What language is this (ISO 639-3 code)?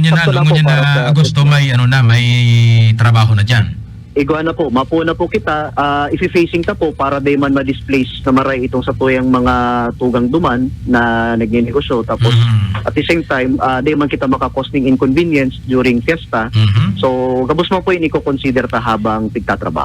bik